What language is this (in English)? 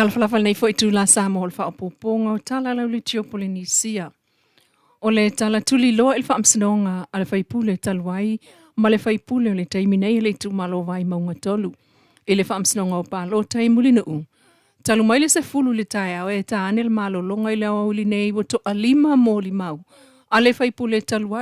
Samoan